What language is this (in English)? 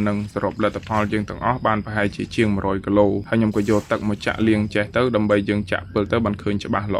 Khmer